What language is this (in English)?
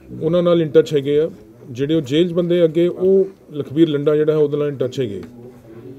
Punjabi